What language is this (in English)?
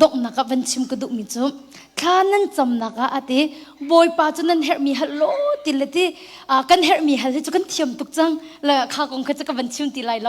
Hakha Chin